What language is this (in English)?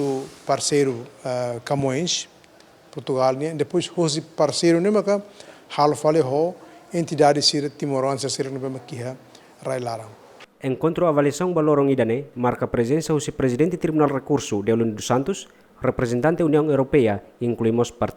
Tetum